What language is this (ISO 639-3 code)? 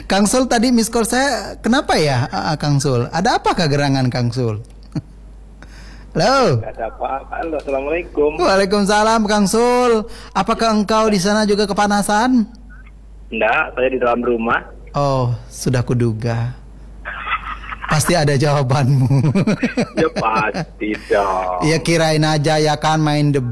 ind